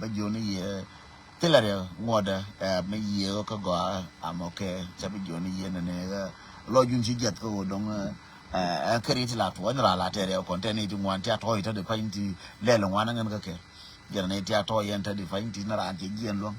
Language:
Nuer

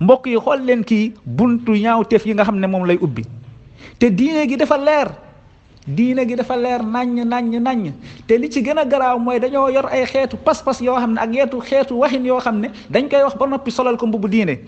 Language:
Wolof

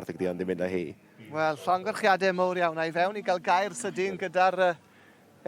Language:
Welsh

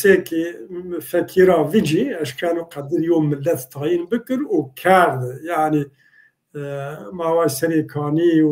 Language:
Zaza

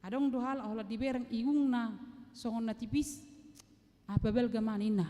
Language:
Batak Toba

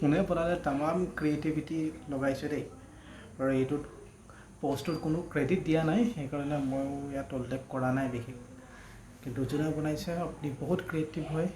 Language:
Assamese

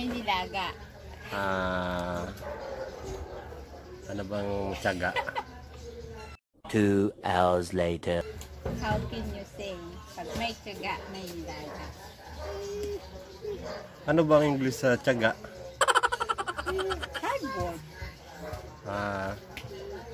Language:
Filipino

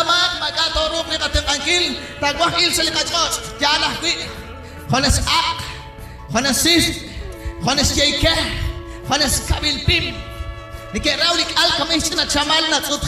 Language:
Kekchí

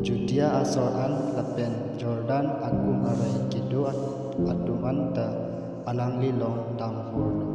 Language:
Karbi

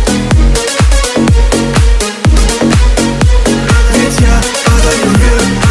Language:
Russian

